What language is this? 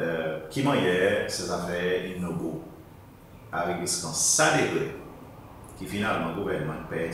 Seselwa Creole French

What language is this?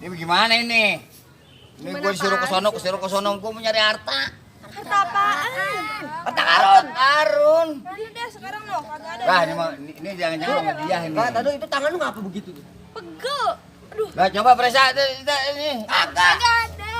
Betawi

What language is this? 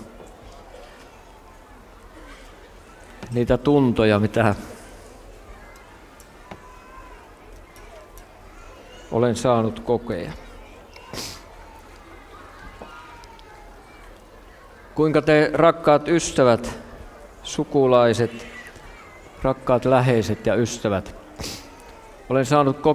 Finnish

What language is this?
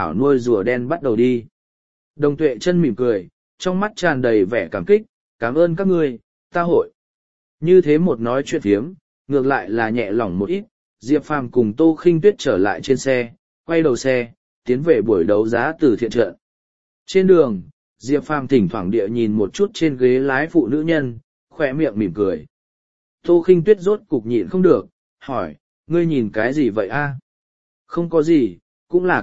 Vietnamese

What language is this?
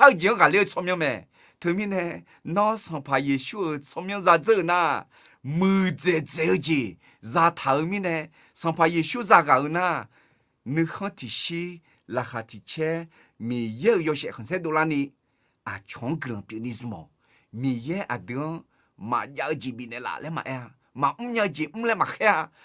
Akha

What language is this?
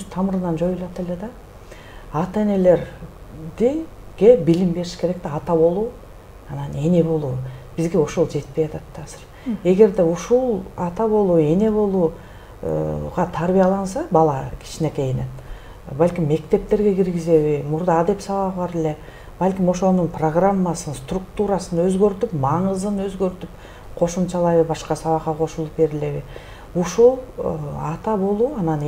Kyrgyz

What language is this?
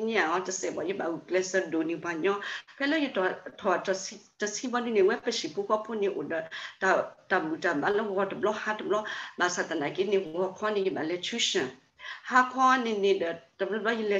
S'gaw Karen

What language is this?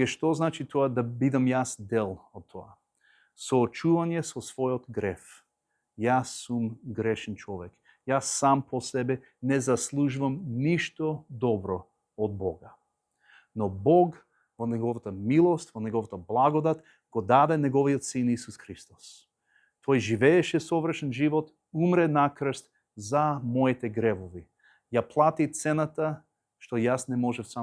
Macedonian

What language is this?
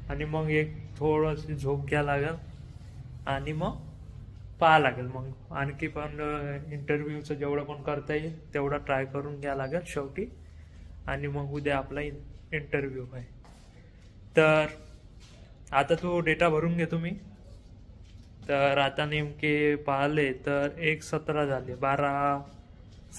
Marathi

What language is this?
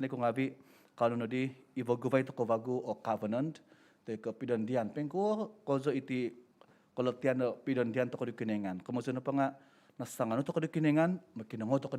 Central Dusun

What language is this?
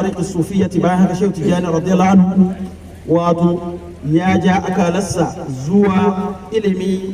Hausa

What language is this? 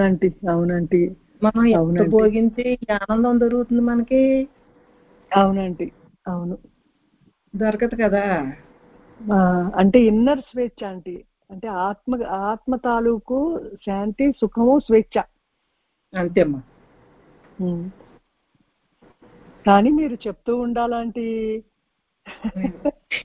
Telugu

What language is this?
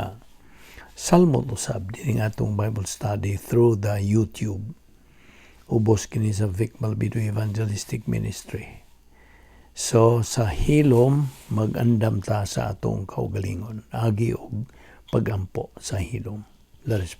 Cebuano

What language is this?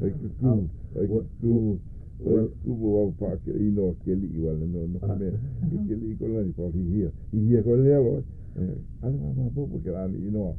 Hawaiian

